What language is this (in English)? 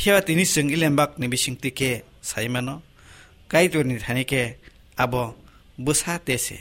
Kok Borok